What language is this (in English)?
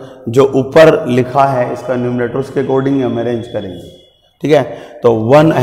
Hindi